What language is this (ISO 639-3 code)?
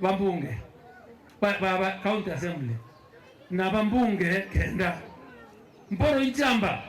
mer